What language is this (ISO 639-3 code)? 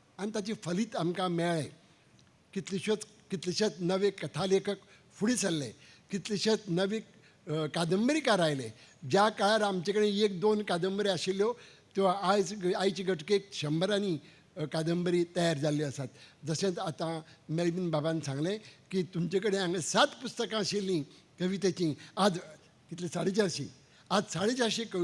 kok